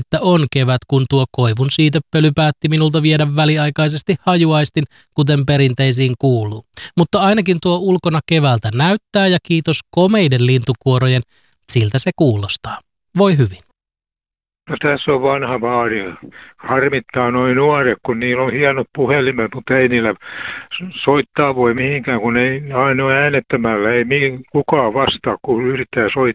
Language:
Finnish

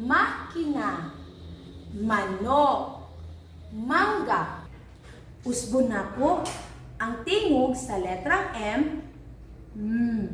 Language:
Cebuano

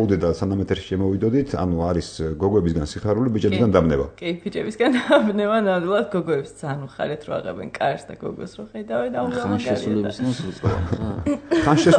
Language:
Georgian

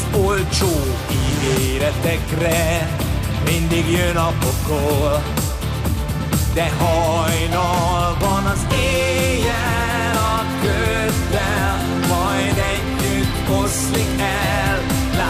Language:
Hungarian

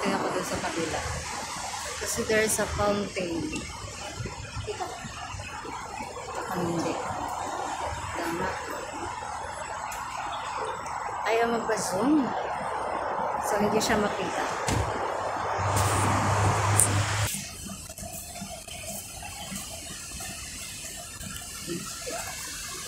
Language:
Filipino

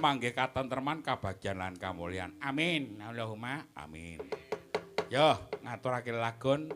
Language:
Javanese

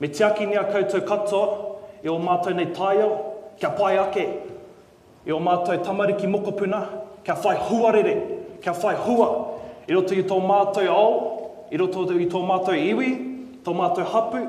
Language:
Māori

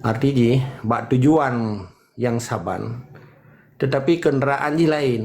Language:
Achinese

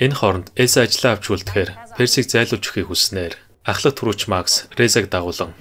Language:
Mongolian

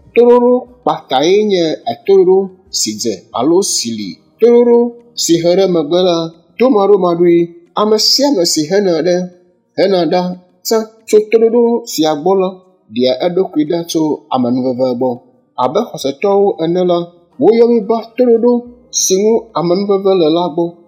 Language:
Ewe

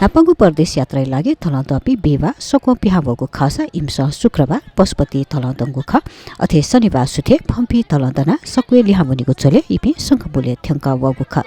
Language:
Newari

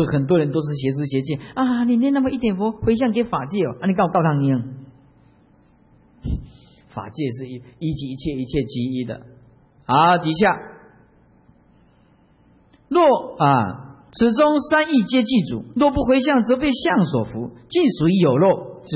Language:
Chinese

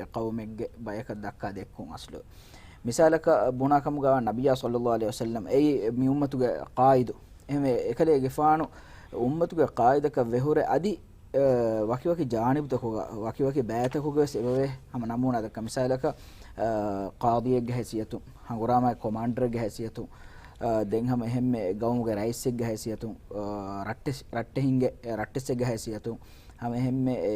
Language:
Divehi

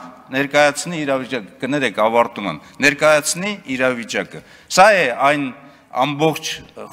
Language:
Armenian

